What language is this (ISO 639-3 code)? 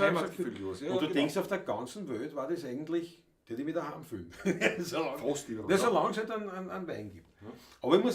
bar